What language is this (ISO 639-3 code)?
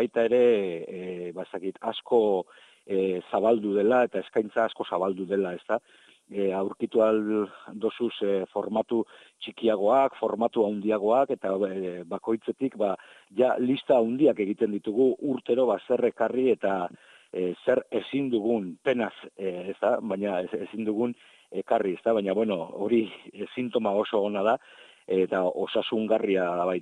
eus